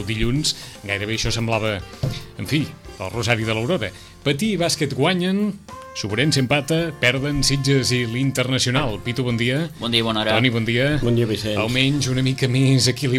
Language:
Catalan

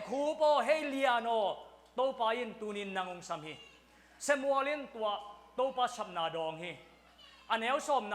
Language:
Tedim Chin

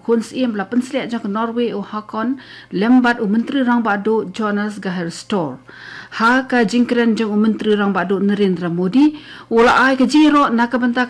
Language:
Khasi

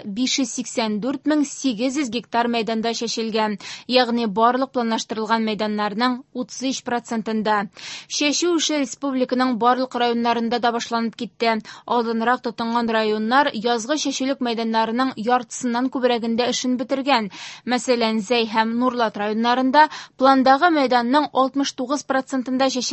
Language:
Tatar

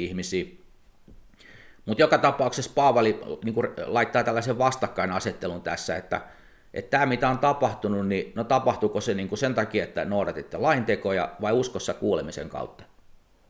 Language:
Finnish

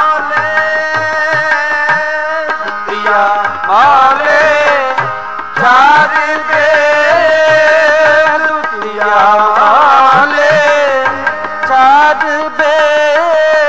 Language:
Punjabi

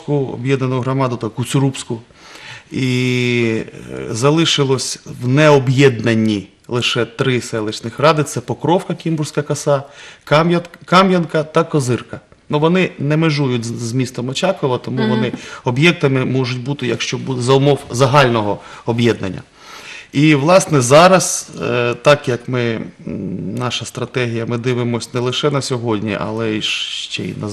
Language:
Ukrainian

